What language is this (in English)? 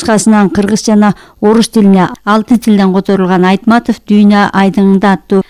Kyrgyz